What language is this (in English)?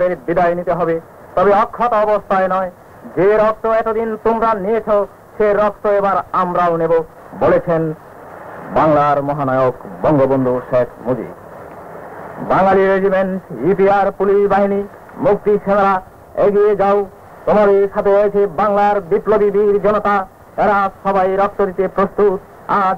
Bangla